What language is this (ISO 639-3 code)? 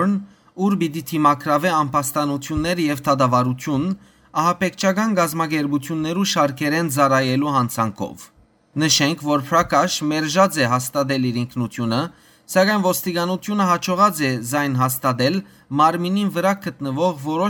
hyw